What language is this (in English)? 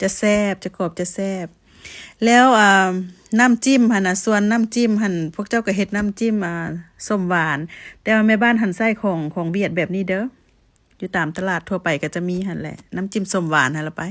Lao